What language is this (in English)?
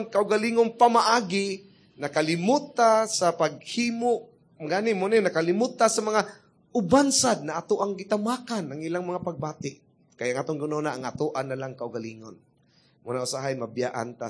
Cebuano